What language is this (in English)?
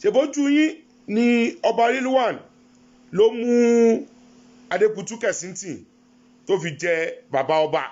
Yoruba